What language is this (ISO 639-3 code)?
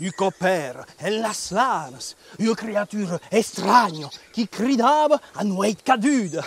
oci